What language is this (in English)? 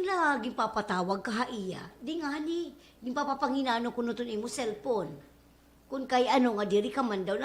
Waray